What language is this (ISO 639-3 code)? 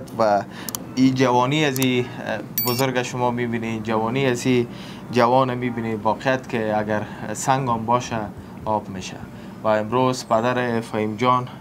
fas